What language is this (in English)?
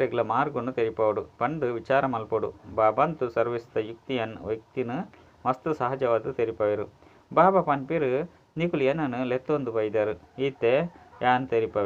Tulu